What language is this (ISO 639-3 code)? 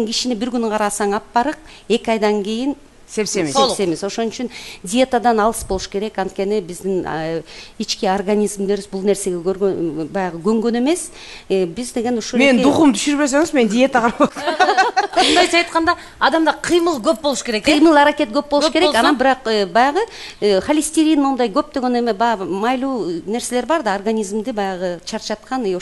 kir